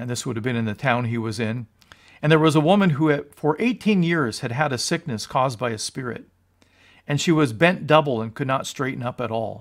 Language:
English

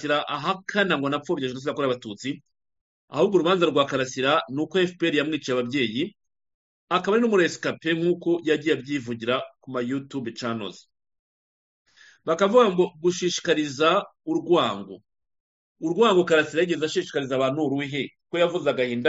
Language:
Kinyarwanda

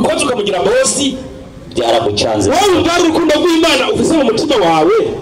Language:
Rundi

